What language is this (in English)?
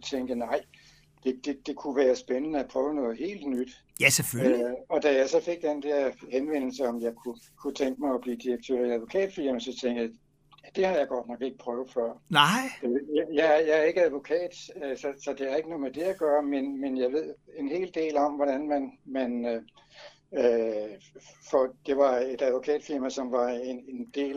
Danish